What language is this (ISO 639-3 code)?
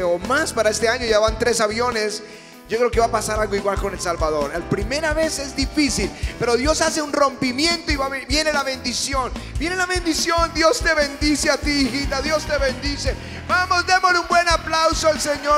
spa